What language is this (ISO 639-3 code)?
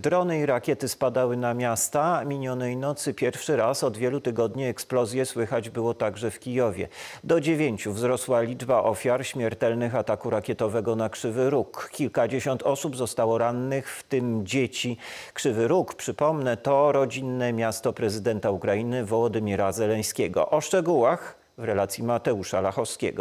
pol